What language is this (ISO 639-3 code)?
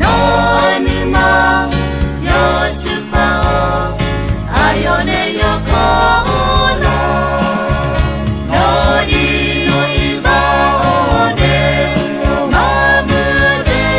ahk